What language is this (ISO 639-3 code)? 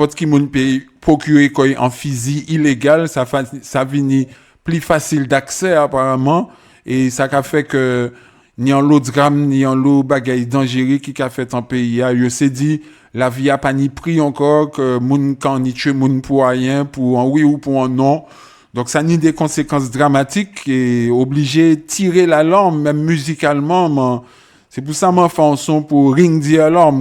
gcf